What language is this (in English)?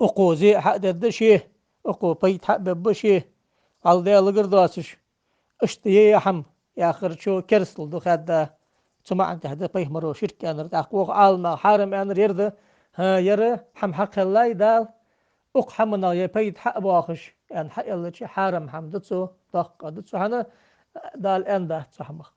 Ingush